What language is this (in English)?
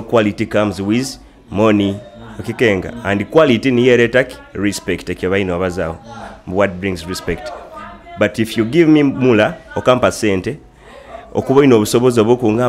Nyoro